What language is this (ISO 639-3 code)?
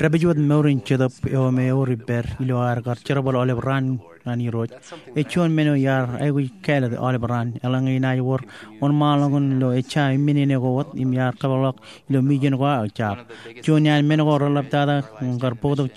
mah